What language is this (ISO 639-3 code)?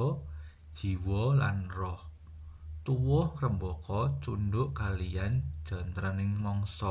jav